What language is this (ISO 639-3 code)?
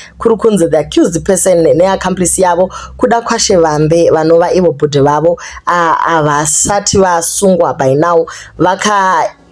sna